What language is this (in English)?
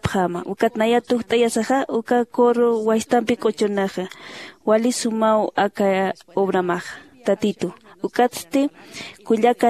Aymara